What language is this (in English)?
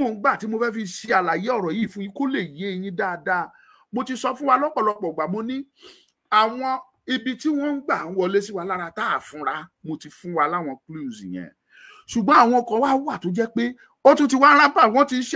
Yoruba